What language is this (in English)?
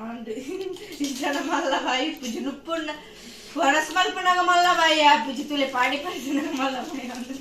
Tulu